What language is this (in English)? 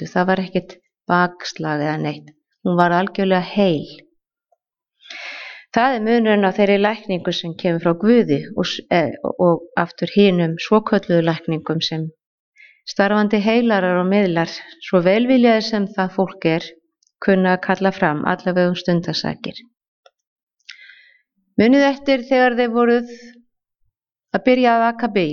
Icelandic